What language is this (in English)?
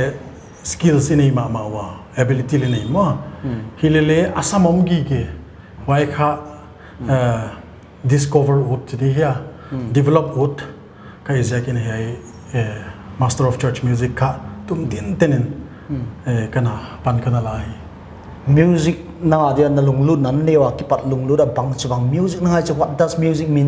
Paite Chin